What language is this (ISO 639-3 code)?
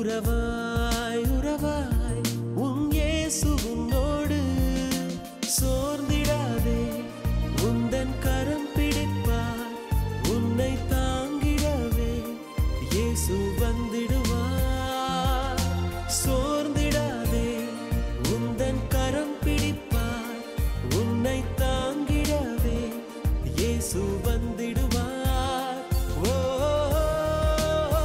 tam